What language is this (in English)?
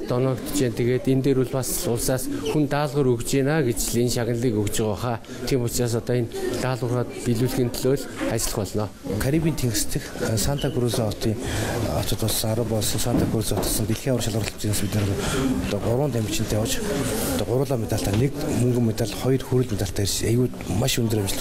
Mongolian